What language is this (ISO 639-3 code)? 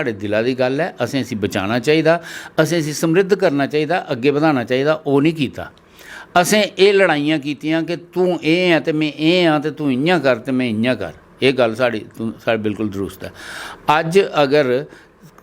doi